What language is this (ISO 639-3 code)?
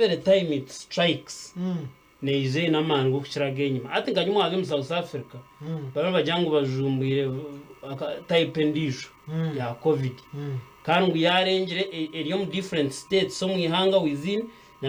nyn